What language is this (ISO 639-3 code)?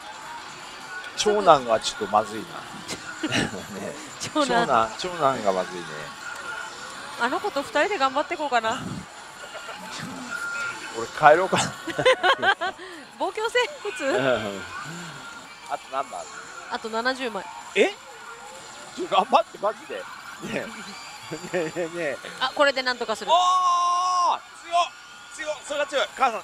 jpn